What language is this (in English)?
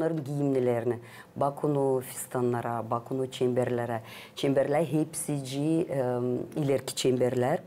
Gagauz